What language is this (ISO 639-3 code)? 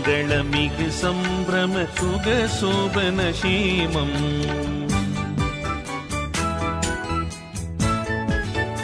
tam